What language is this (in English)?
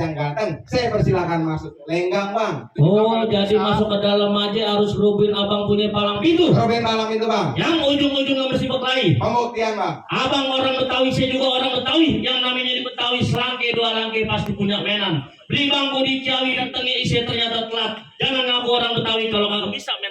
Betawi